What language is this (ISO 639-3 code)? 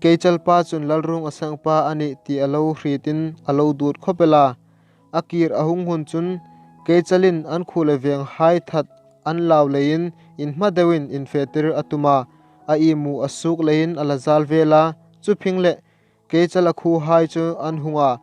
hmr